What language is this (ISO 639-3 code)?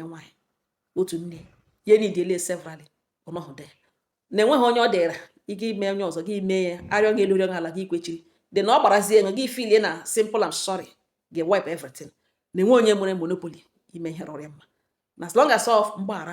ibo